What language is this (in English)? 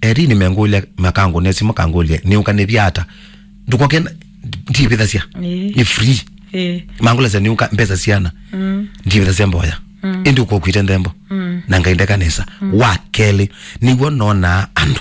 Kamba